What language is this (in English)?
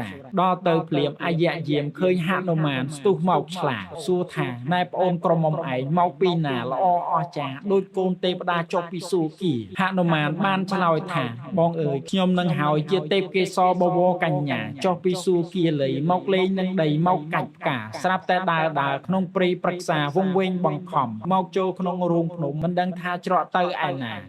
Khmer